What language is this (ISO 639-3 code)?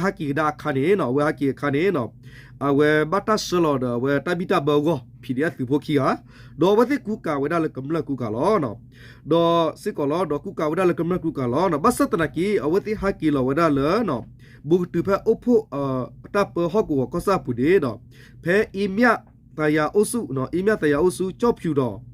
ksw